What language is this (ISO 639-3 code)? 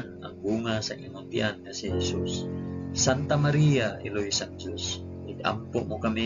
hil